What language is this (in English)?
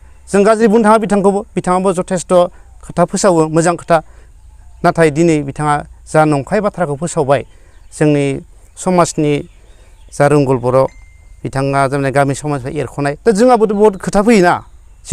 Bodo